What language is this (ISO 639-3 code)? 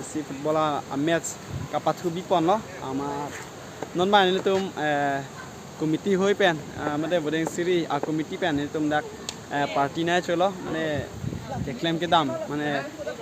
mjw